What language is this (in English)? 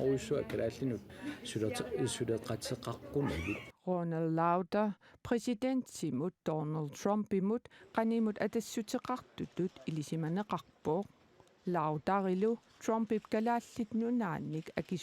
Kalaallisut